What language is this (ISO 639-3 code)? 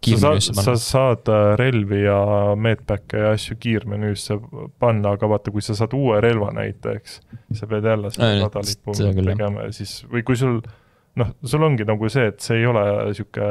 est